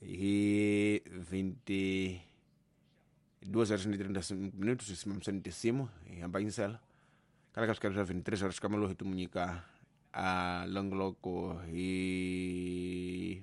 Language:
Tsonga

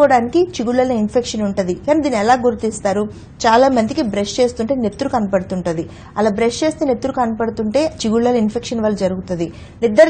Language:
Telugu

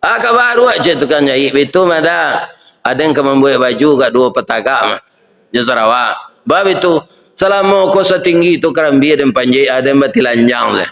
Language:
Minangkabau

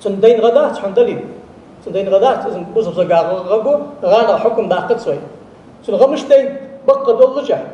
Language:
Ingush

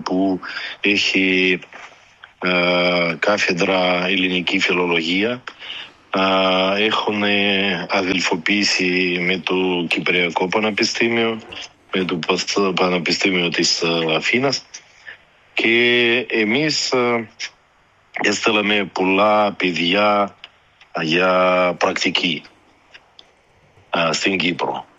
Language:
Greek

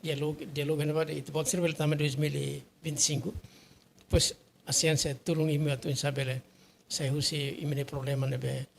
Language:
Tetum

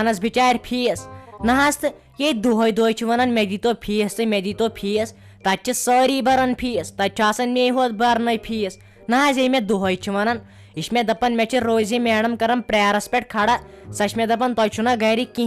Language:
Kashmiri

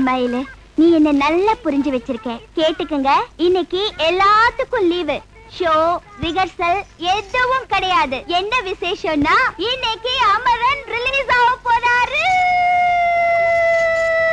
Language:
Tamil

